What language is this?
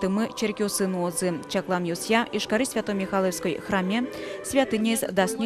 Udmurt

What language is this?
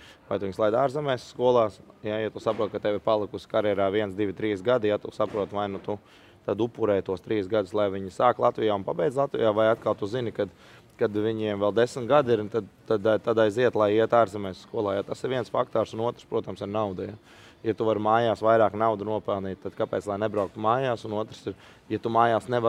Latvian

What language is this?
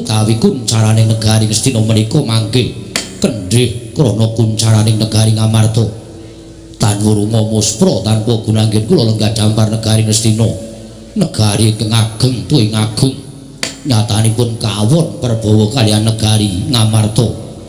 Javanese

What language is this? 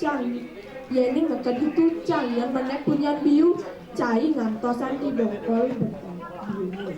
Balinese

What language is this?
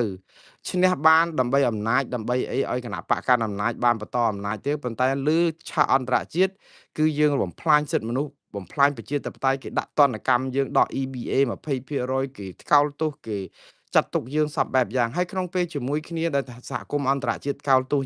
Khmer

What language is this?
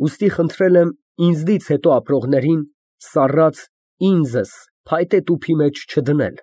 Armenian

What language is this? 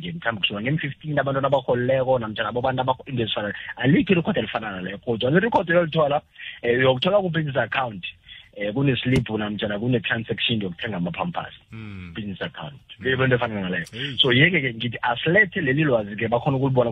South Ndebele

